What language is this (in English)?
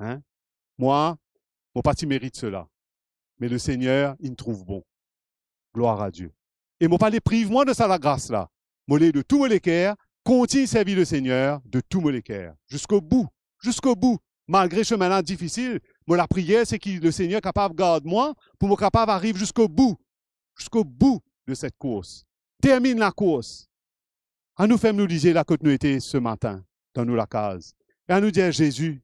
Morisyen